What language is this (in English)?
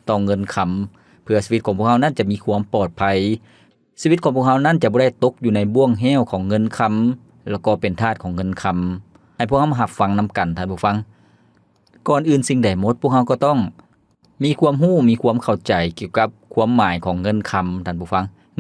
Lao